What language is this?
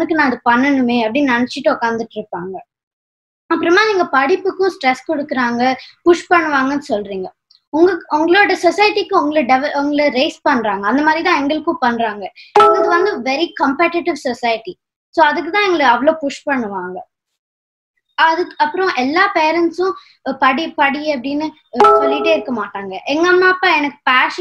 Tamil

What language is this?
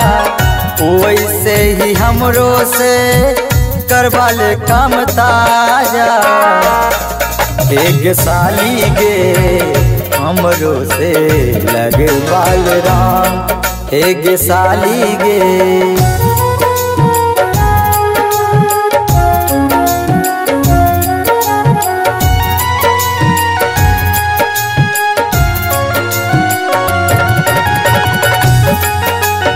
Bhojpuri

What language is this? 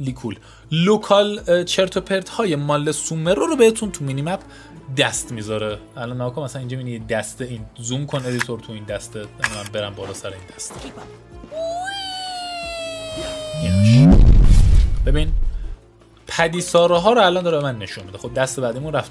Persian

